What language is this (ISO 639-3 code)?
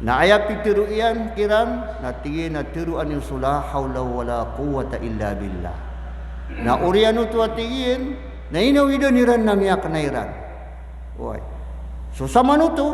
mrw